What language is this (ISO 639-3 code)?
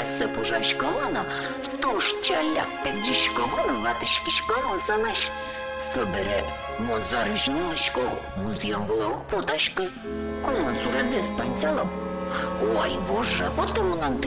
udm